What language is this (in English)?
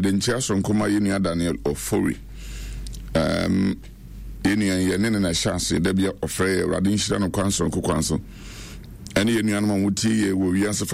Akan